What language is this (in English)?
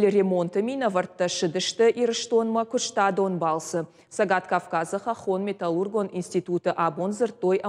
Ossetic